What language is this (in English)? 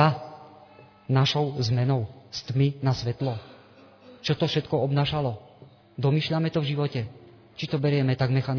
Slovak